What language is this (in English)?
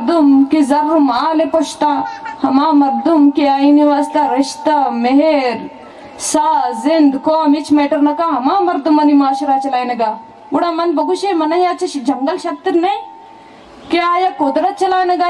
Baluchi